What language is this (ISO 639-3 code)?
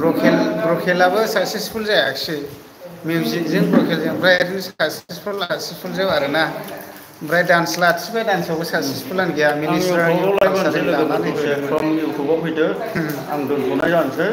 brx